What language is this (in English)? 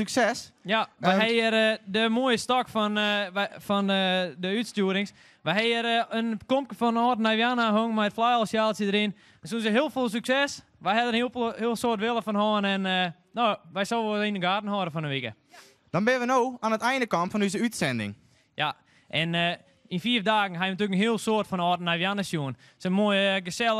Western Frisian